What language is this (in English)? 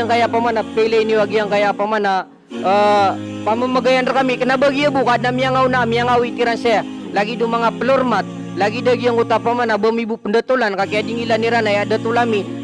Maranao